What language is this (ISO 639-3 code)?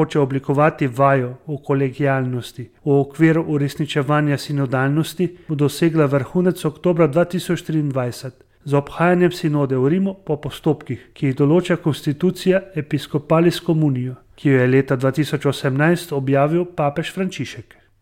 slv